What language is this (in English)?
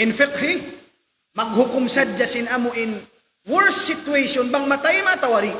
Tausug